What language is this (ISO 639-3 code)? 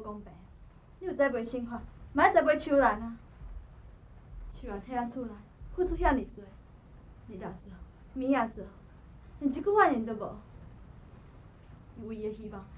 nan